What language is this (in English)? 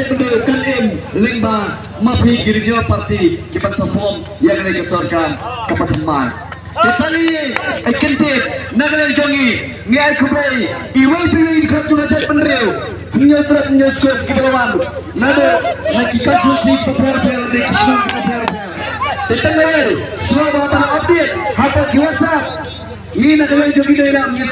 Khasi